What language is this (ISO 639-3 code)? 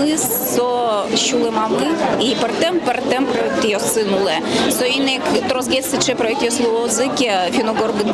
udm